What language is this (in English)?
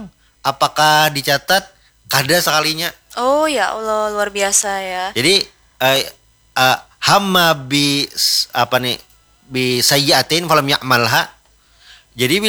Banjar